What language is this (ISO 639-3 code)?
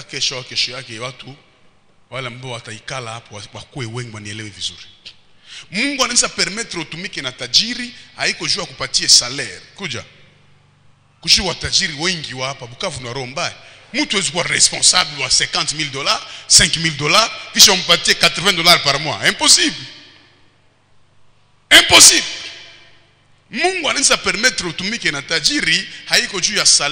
swa